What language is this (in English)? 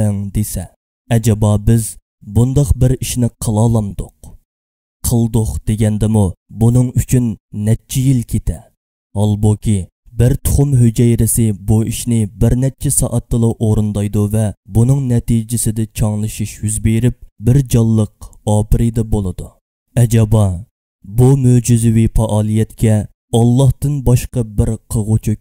Uyghur